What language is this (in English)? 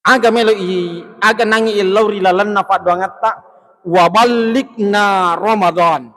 Buginese